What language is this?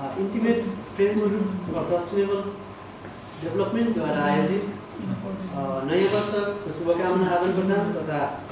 Nepali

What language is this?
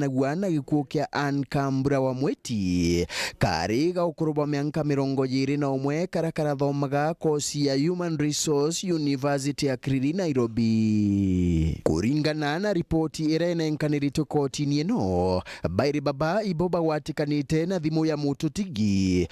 Meru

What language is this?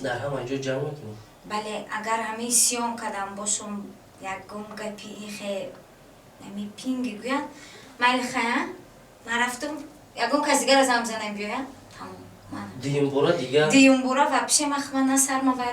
Tajik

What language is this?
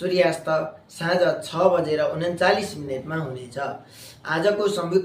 Nepali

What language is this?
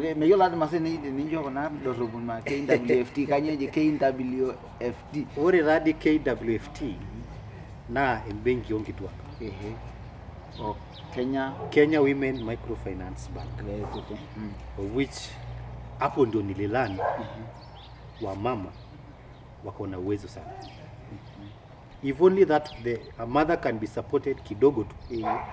Masai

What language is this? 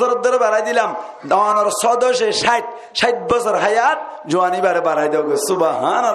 Rohingya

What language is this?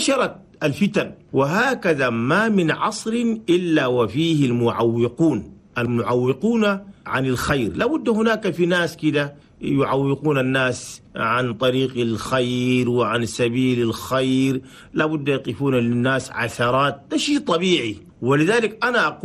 Chadian Arabic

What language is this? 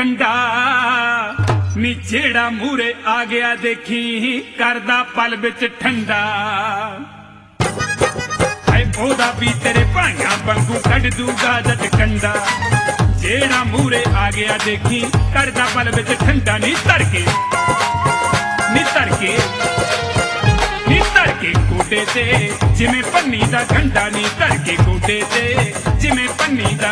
Punjabi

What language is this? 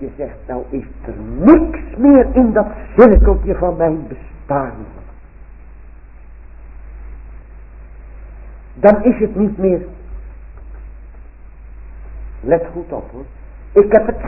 Dutch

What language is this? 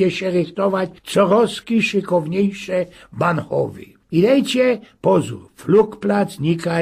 Silesian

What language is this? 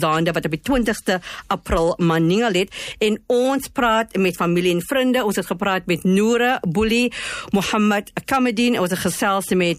Afrikaans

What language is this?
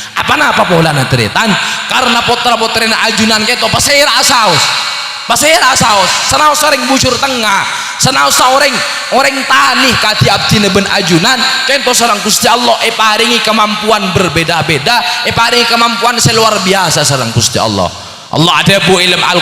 Madurese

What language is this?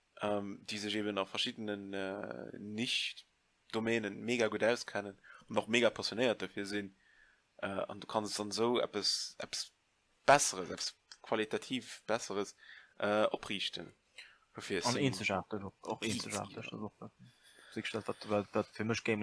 Luxembourgish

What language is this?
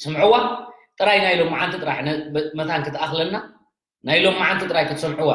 Tigrinya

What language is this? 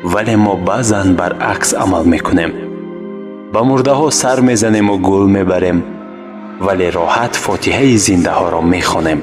Tajik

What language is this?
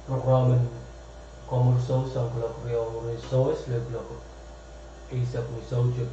Pohnpeian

